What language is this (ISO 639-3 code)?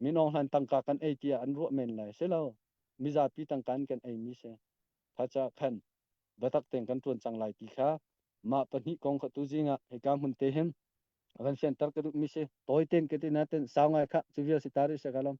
cnh